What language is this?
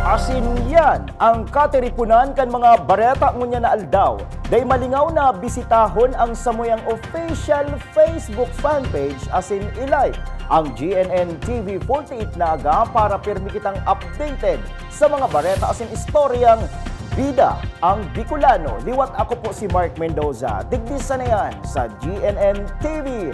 Bikol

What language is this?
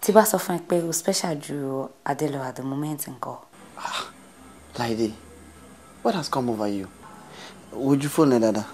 Yoruba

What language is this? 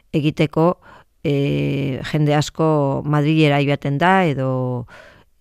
Basque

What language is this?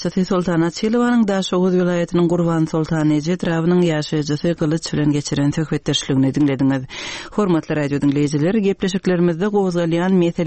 Turkmen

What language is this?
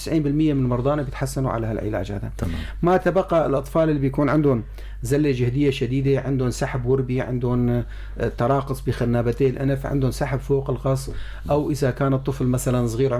North Levantine Arabic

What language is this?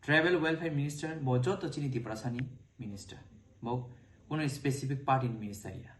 Kok Borok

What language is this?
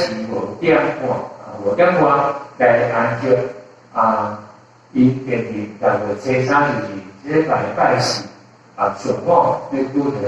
Min Nan Chinese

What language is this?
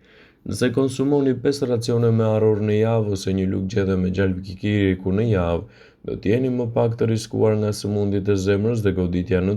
Albanian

